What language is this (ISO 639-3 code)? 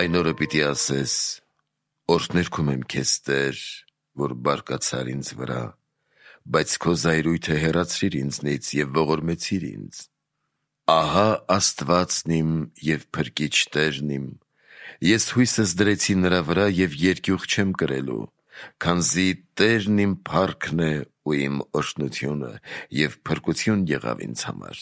hye